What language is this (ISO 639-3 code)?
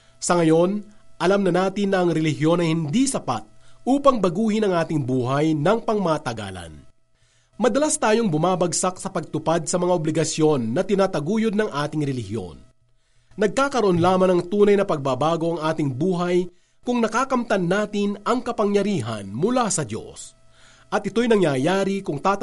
fil